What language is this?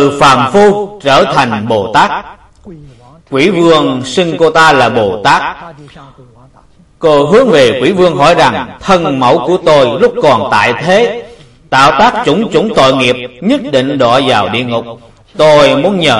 Vietnamese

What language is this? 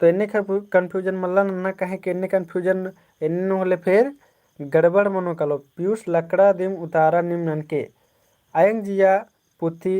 Kurukh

